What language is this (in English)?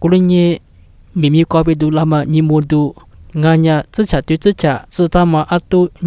Lisu